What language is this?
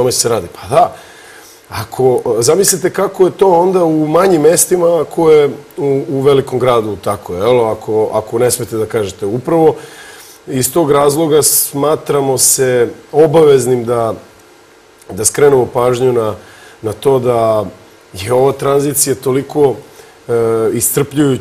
Serbian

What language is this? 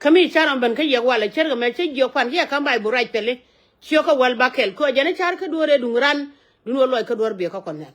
Nuer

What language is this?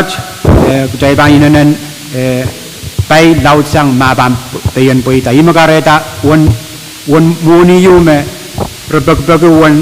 Pohnpeian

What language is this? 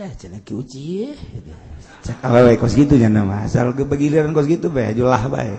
Sundanese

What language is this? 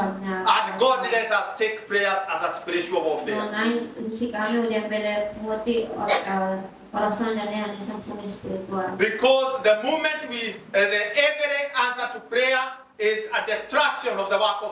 Tetum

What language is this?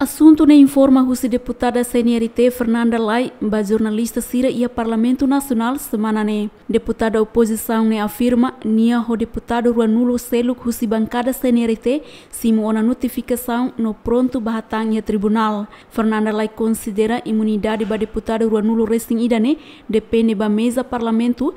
Tetum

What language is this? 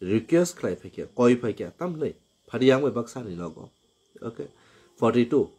Kok Borok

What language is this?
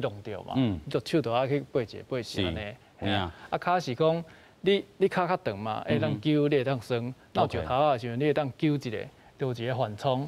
Min Nan Chinese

